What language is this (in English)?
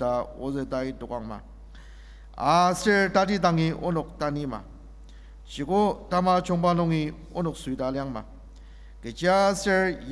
Ao Naga